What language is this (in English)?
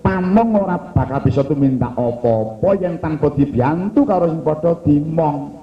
Javanese